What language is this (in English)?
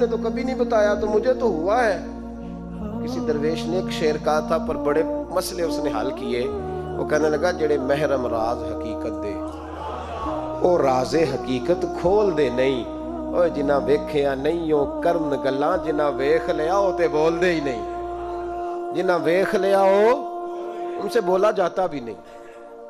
Urdu